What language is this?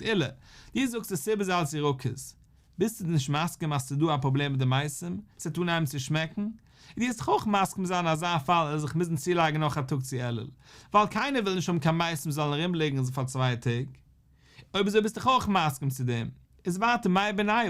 Yiddish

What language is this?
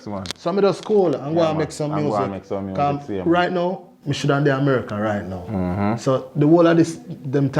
Jamaican Creole English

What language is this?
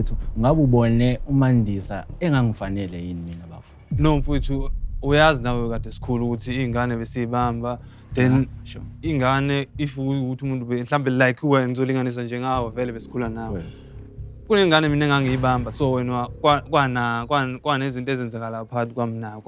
Zulu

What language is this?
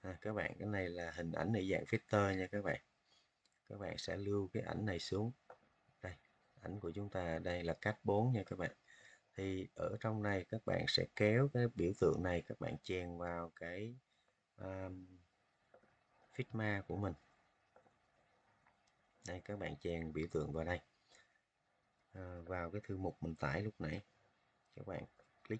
Vietnamese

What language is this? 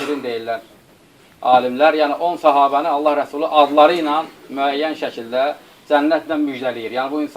Azerbaijani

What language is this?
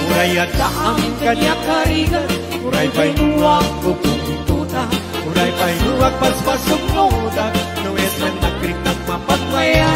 Iloko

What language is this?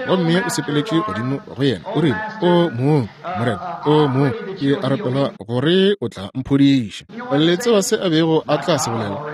Northern Sotho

